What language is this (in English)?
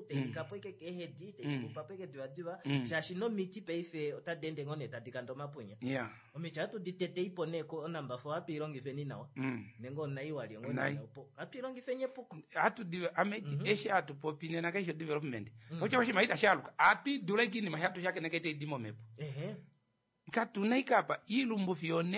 Kuanyama